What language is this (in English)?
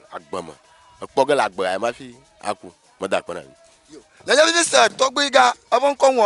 Ewe